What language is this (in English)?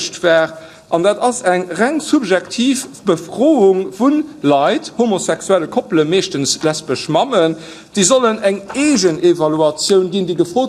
Luxembourgish